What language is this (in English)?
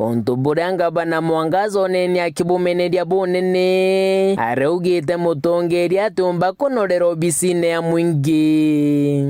Meru